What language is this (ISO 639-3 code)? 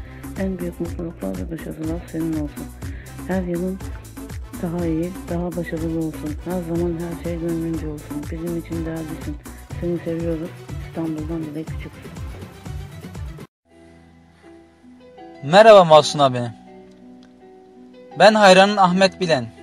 tur